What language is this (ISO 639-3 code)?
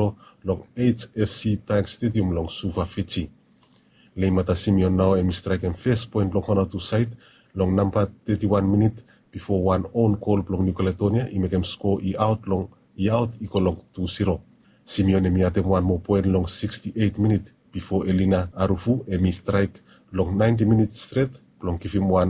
bis